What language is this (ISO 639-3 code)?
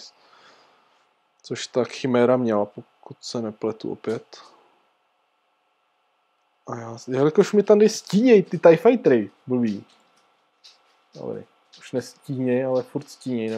ces